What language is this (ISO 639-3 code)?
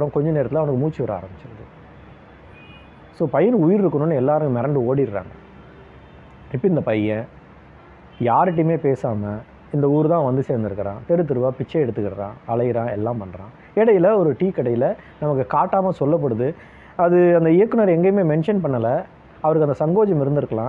tam